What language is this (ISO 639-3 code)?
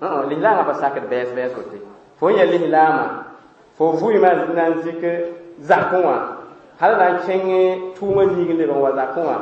mos